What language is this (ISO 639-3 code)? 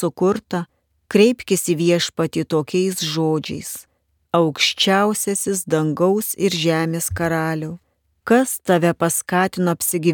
lit